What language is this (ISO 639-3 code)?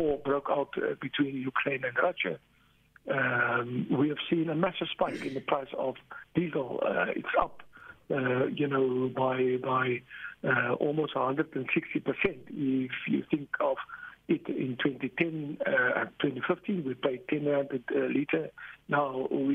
eng